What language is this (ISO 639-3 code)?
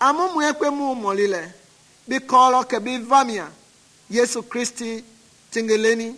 men